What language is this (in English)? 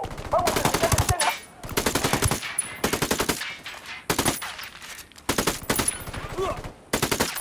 Russian